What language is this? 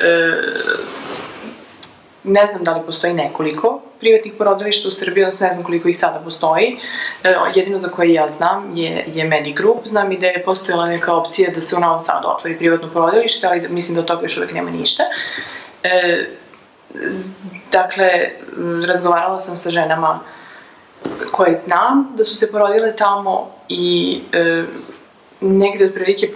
Serbian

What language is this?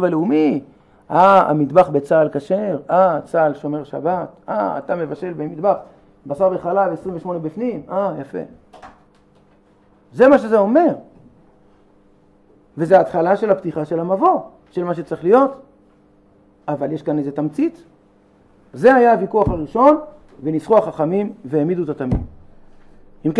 Hebrew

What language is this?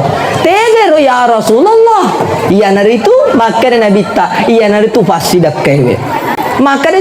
Buginese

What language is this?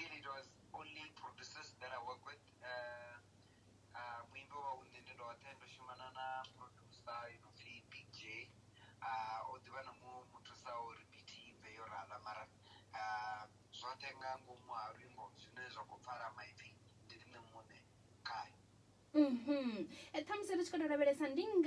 Venda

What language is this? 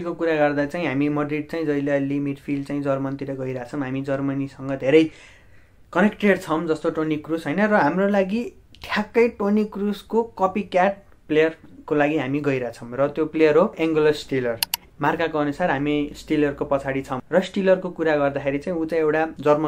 Nepali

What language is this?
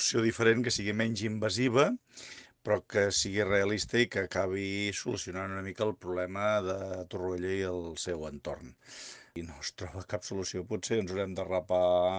Catalan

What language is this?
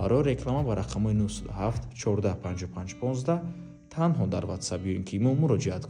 Tajik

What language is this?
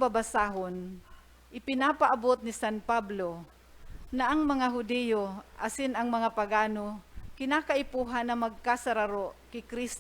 Bikol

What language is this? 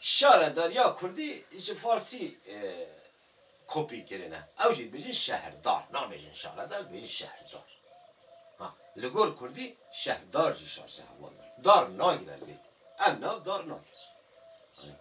Kurdish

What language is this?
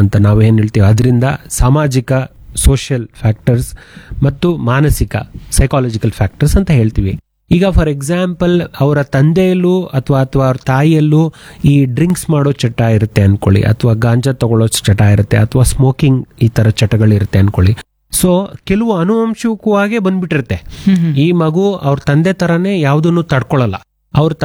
Kannada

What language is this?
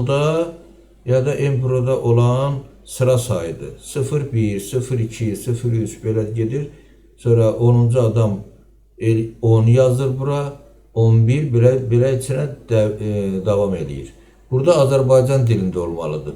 Azerbaijani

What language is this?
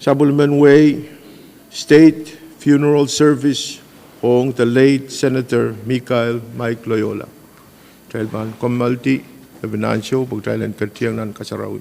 Pohnpeian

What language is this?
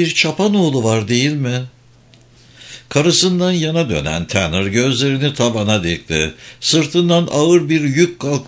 Turkish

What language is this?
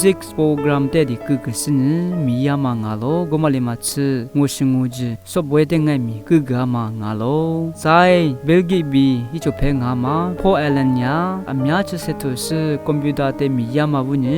Lisu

